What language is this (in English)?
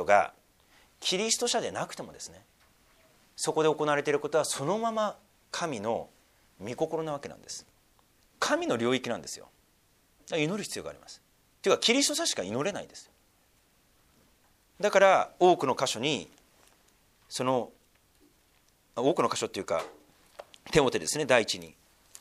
Japanese